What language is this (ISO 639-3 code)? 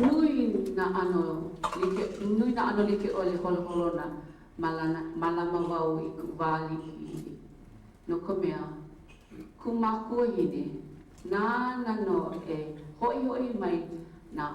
haw